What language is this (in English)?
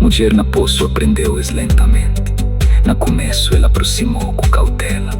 Kabuverdianu